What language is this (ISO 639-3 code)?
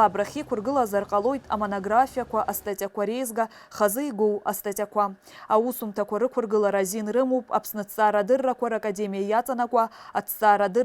abk